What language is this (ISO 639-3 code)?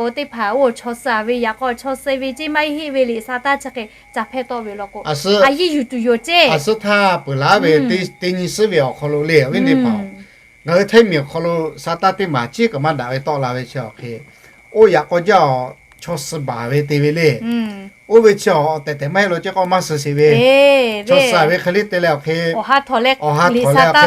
lhu